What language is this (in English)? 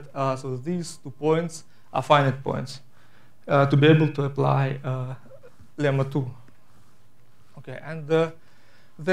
English